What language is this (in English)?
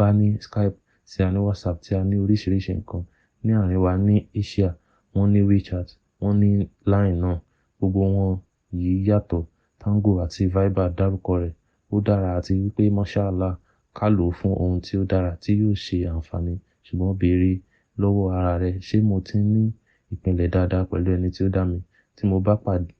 Yoruba